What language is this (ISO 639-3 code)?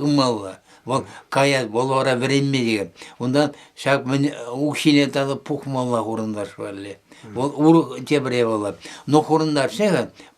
chv